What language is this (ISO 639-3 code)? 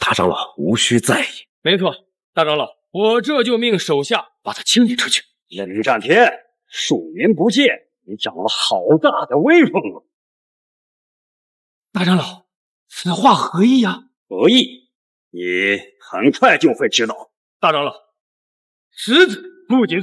zho